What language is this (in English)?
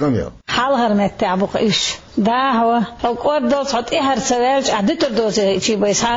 Chechen